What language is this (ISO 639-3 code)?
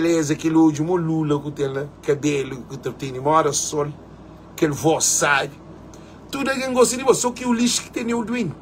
kea